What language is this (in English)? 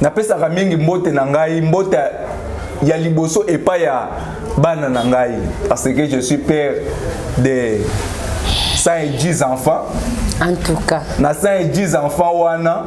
Lingala